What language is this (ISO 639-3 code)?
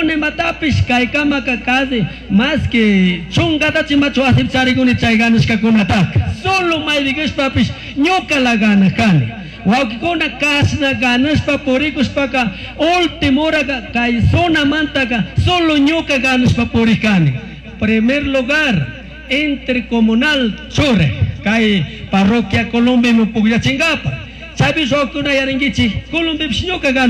qug